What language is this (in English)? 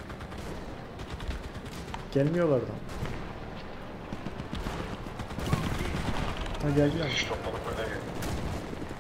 Turkish